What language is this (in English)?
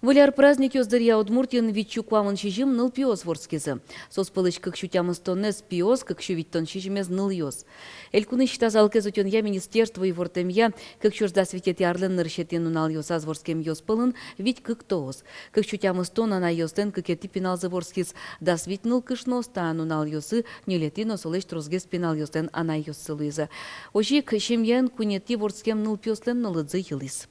Udmurt